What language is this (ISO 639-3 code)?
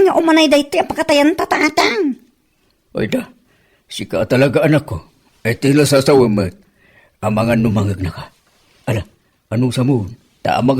ilo